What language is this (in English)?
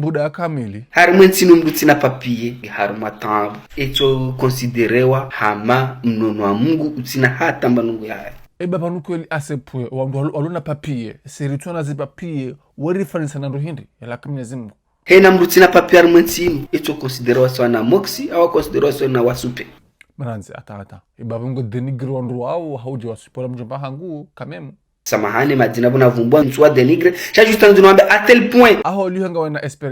Ngazidja Comorian